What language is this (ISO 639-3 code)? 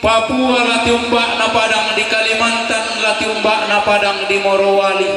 sda